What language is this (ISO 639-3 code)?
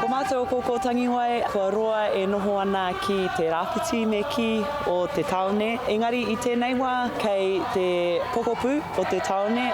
mri